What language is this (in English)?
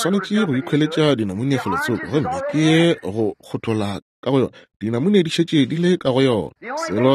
Northern Sotho